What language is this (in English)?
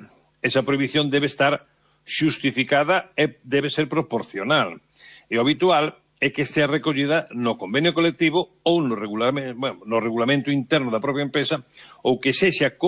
Galician